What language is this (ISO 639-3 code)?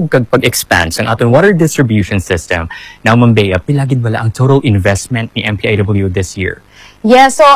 hil